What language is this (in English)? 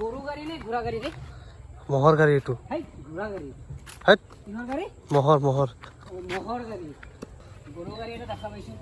Assamese